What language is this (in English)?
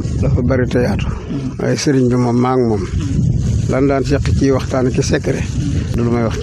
Wolof